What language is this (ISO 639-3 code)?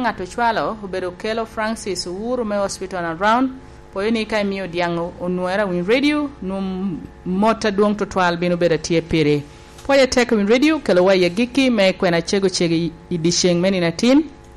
laj